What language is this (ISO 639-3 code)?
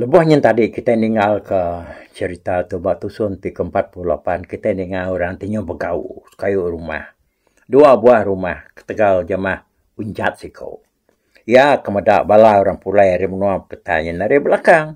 iba